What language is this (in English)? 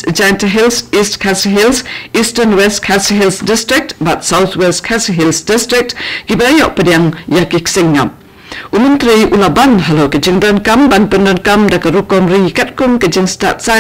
Khasi